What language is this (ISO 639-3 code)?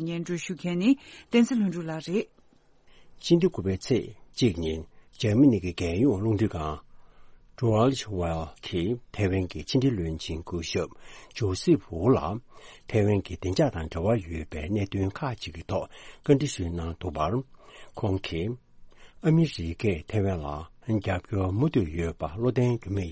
bod